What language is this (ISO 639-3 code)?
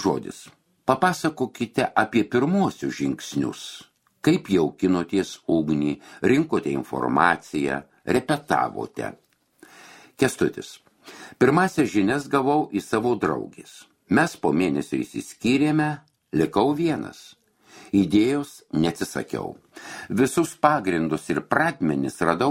lit